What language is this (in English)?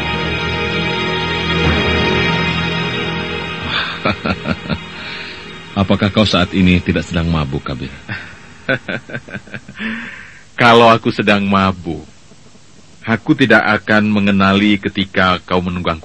Indonesian